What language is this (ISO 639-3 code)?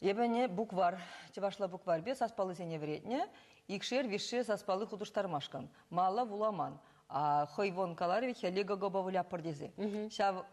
chv